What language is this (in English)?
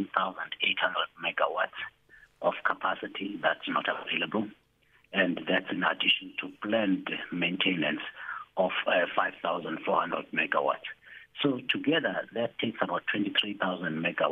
English